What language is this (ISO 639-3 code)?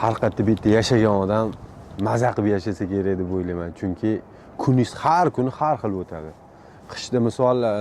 uzb